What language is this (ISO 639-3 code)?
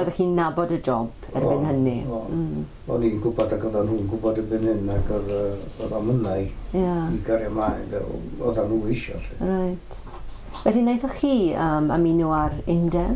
cym